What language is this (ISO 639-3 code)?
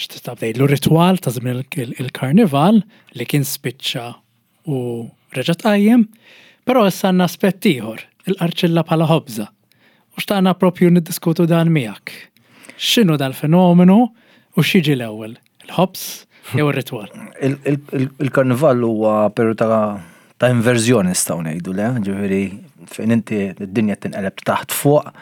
mlt